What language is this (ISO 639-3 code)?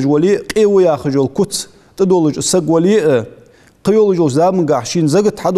inh